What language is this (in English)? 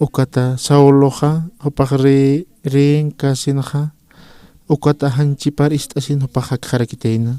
Aymara